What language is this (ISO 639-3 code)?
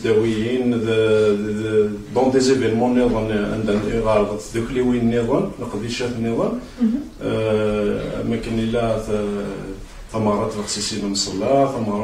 kab